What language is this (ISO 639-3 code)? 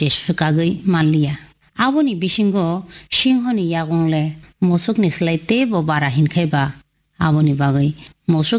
trp